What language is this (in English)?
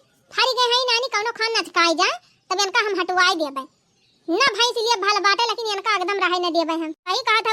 Awadhi